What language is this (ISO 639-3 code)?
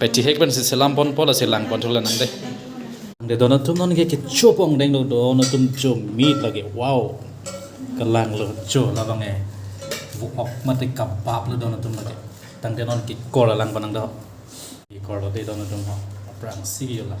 mjw